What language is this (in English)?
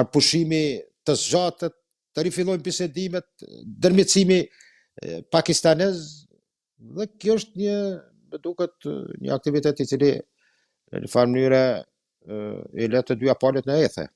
Albanian